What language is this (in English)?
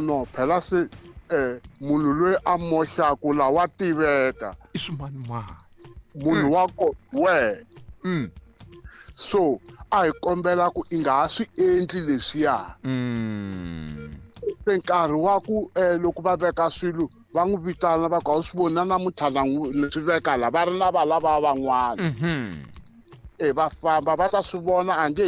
Tsonga